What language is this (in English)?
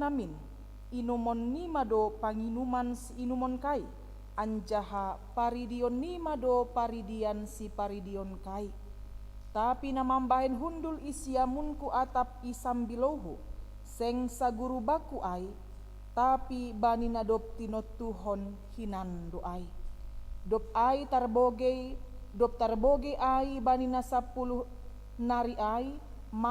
Batak Simalungun